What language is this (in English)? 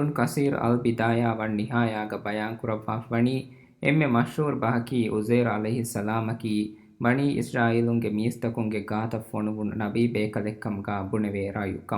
Divehi